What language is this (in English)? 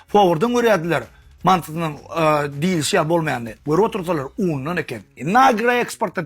Turkmen